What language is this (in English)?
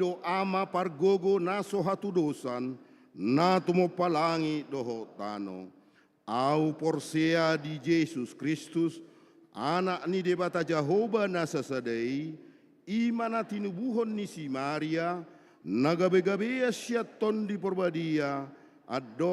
Batak Toba